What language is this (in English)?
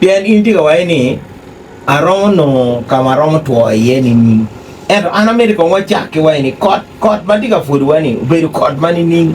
Acoli